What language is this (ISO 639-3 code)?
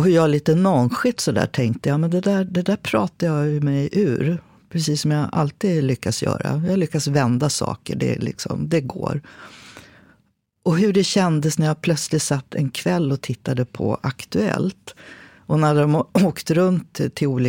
swe